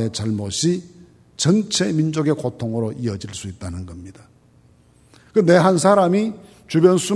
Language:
Korean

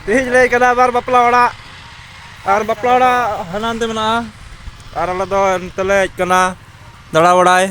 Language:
Santali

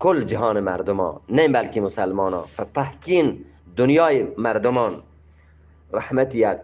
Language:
Eastern Balochi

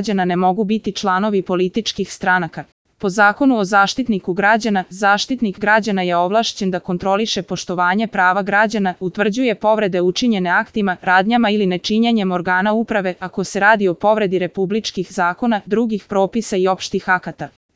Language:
Serbian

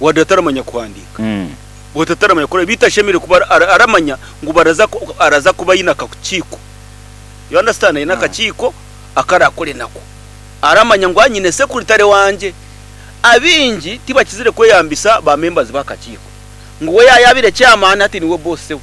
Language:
Nyankole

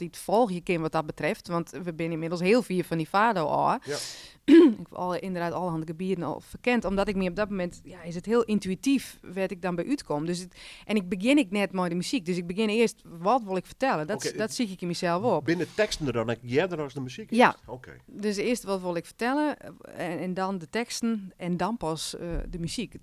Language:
Western Frisian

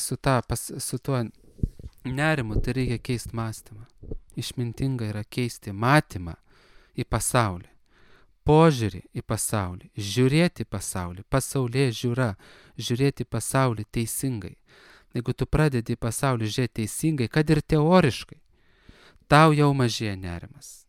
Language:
Lithuanian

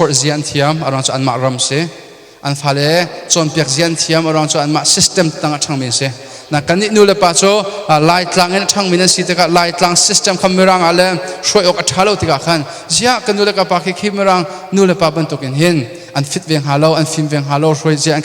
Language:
Hakha Chin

